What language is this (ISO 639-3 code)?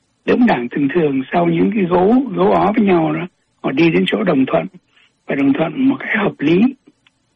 vie